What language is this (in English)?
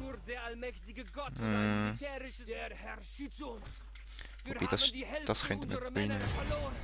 Swiss German